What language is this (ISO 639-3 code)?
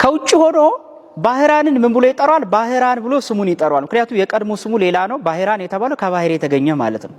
amh